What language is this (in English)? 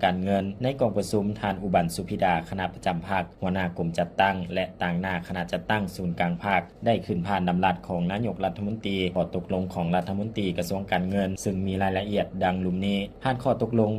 Lao